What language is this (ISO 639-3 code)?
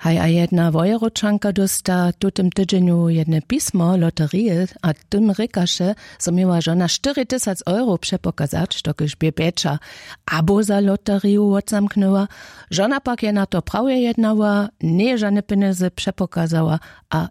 hsb